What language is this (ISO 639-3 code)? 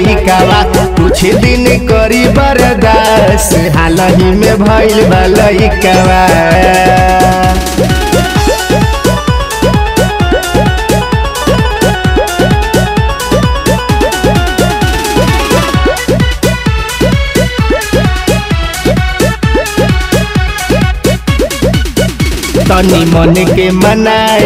bho